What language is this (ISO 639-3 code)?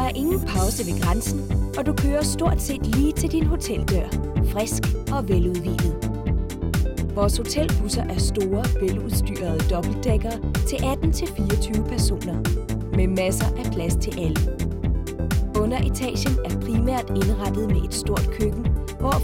dan